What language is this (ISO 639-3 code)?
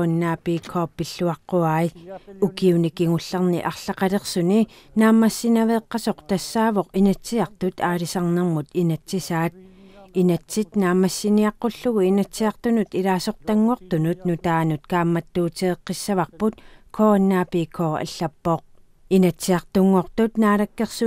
kal